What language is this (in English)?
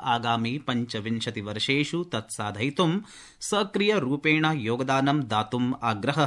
Sanskrit